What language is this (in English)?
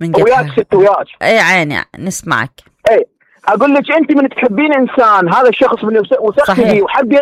Mesopotamian Arabic